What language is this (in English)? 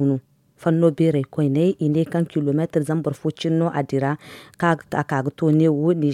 Zarma